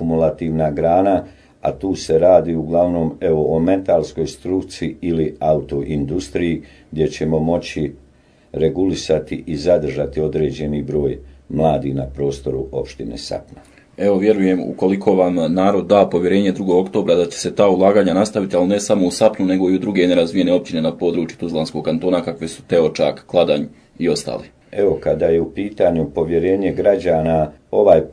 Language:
Bosnian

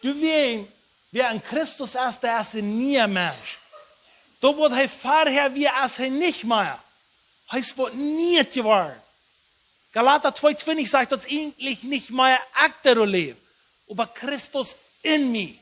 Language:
Plautdietsch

